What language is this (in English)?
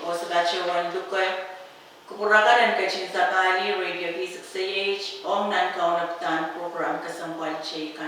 Pohnpeian